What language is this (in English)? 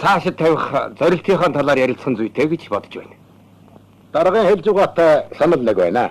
Mongolian